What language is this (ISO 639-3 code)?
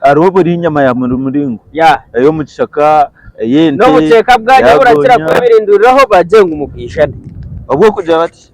nyn